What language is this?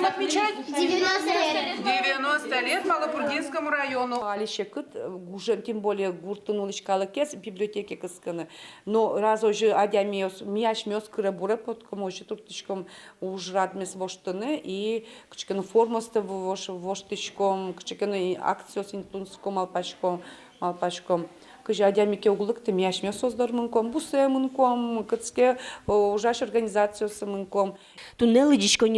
Udmurt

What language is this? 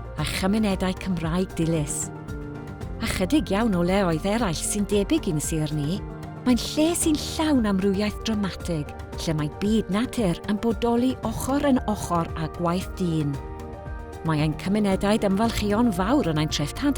Welsh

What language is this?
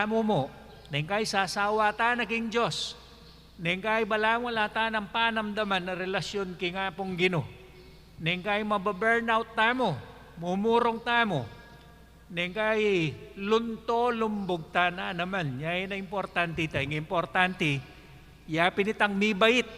Pampanga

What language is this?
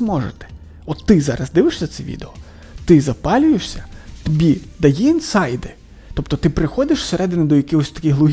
Ukrainian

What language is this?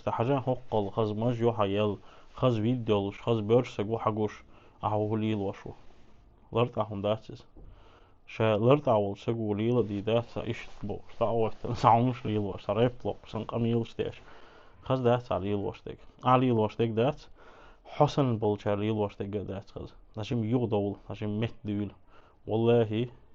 Chechen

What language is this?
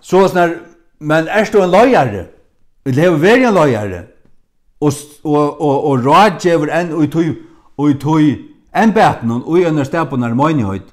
Faroese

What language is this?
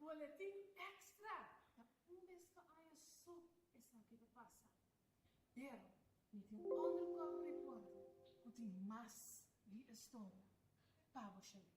Papiamento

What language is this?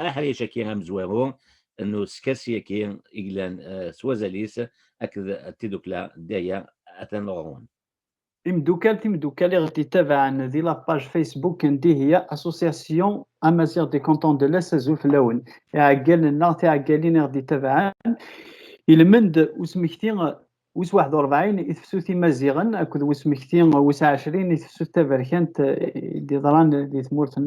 Kabyle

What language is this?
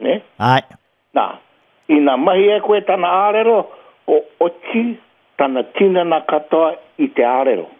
Māori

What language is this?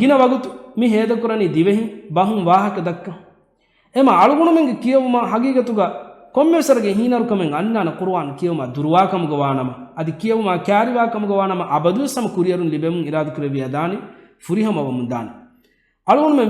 Divehi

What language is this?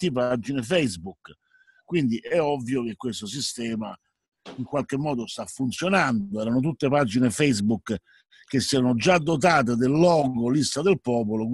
Italian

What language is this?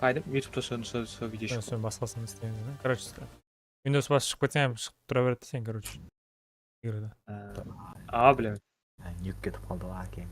Kara-Kalpak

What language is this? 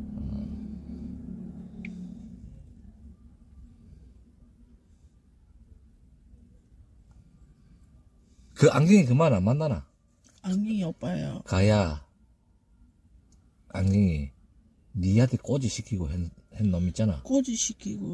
Korean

